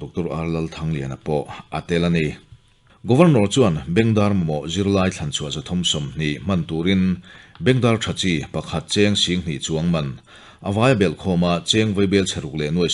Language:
Mizo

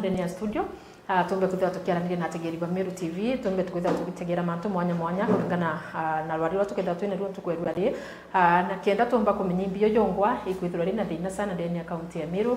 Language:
Meru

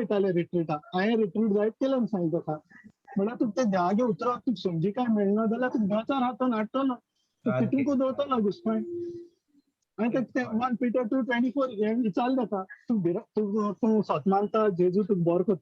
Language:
Konkani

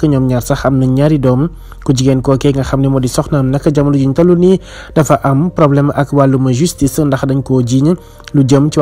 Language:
Wolof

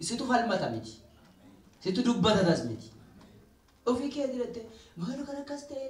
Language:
Oromo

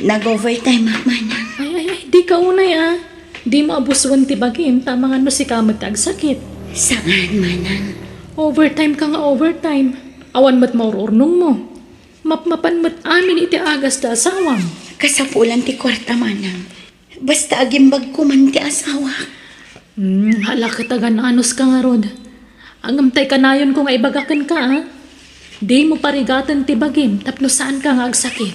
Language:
Iloko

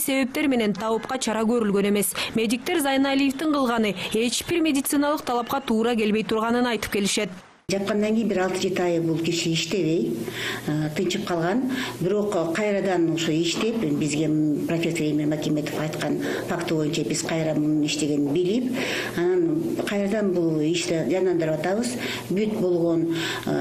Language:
Kyrgyz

